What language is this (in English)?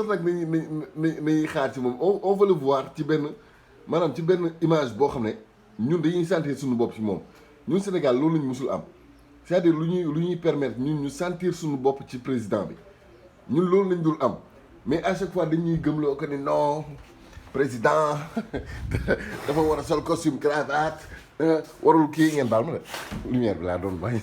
Wolof